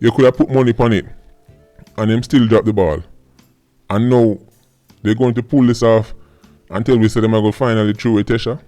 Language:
Jamaican Creole English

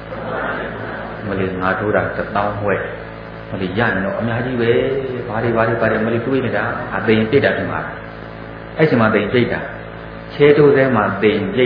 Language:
Burmese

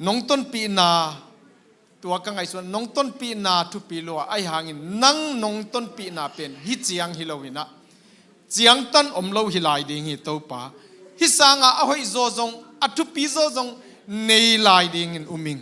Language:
Tedim Chin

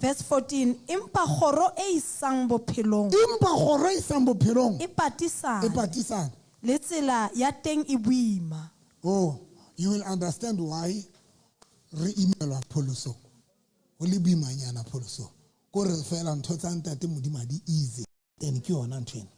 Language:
Southern Sotho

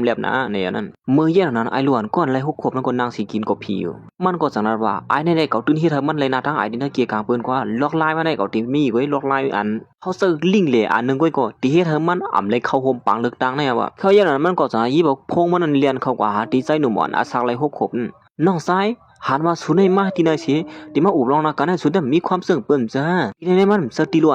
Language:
Shan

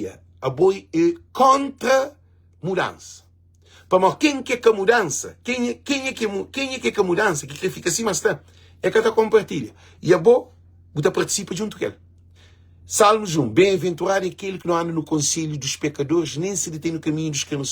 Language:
Kabuverdianu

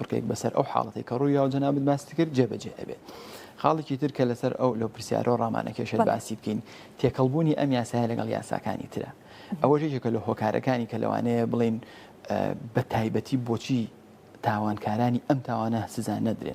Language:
Central Kurdish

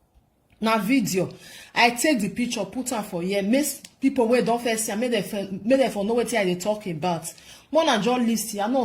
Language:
Nigerian Pidgin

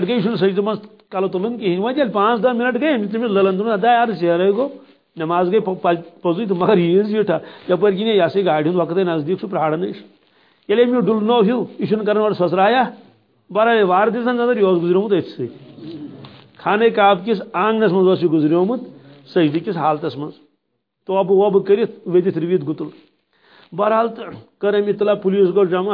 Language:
Kashmiri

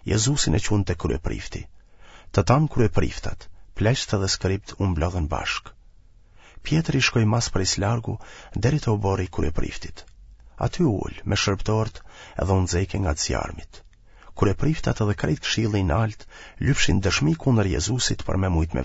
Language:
Albanian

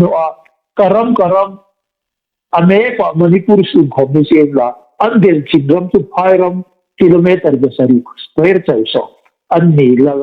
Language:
Hmar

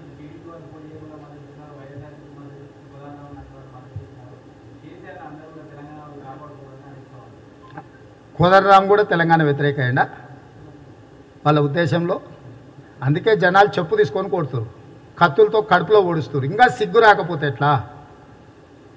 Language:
Telugu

